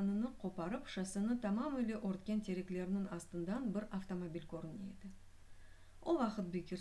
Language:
Crimean Tatar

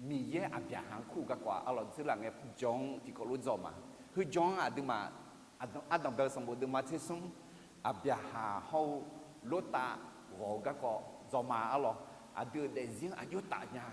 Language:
Akha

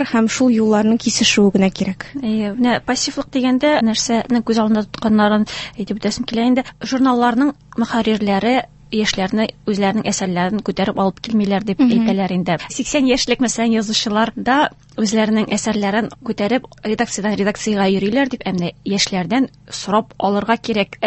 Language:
Tatar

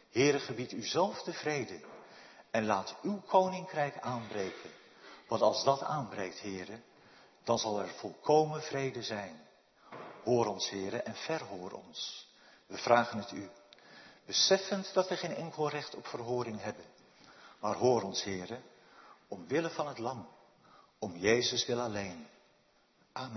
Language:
Dutch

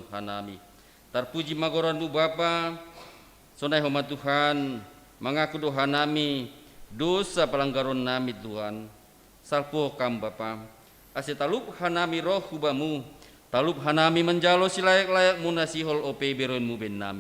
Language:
Batak Simalungun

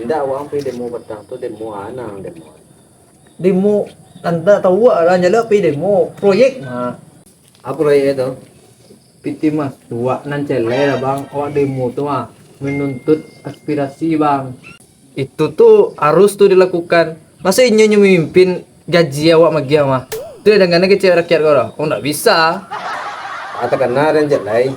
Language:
Minangkabau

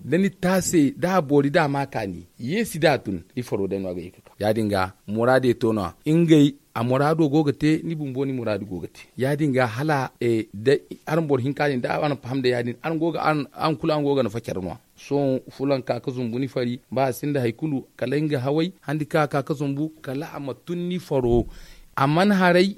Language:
Zarma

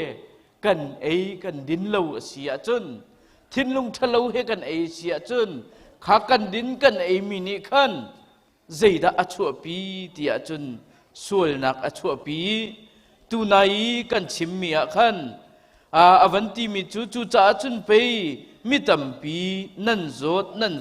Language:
Hakha Chin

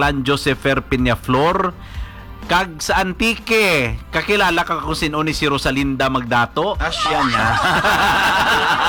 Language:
Hiligaynon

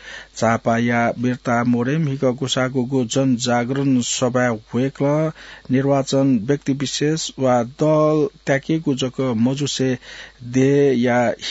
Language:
Newari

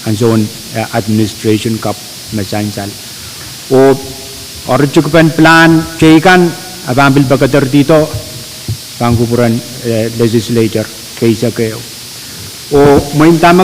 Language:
Pohnpeian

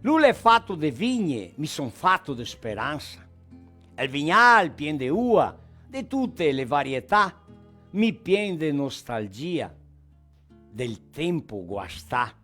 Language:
Venetian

